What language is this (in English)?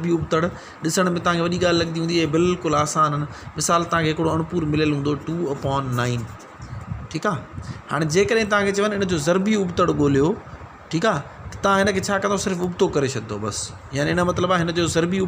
Sindhi